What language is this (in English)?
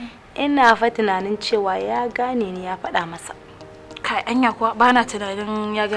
Hausa